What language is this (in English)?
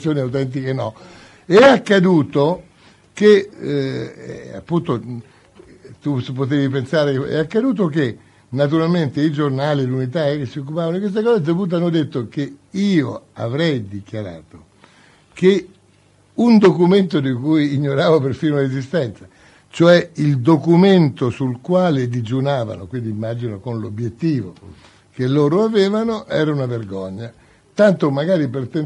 Italian